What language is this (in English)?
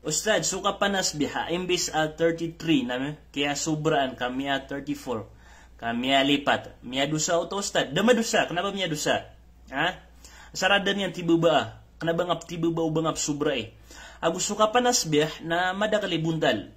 Maranao